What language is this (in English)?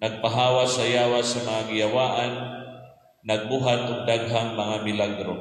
Cebuano